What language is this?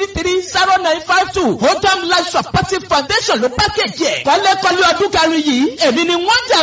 Yoruba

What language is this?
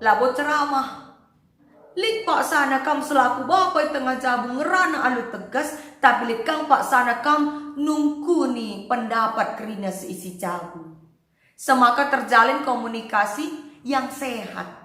Batak Karo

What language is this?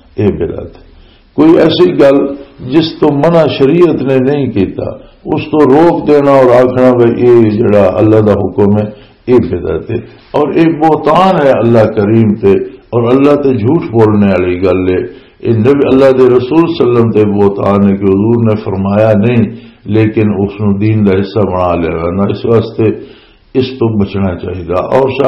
Western Panjabi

